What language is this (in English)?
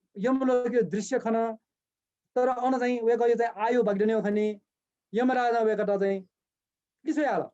Newari